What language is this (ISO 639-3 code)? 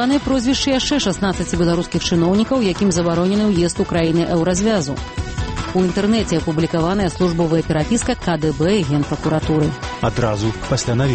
bel